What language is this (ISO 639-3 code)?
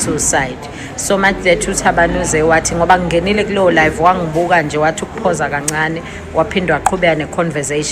zul